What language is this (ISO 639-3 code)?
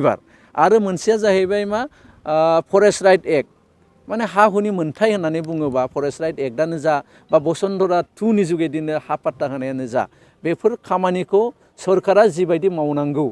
brx